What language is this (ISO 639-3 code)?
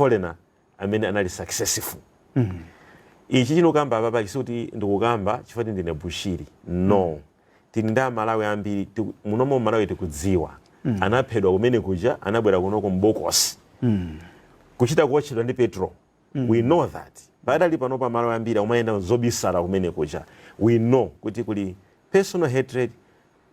nya